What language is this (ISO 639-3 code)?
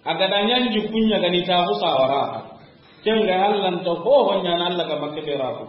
snk